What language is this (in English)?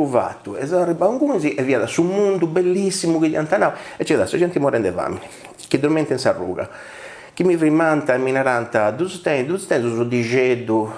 Sardinian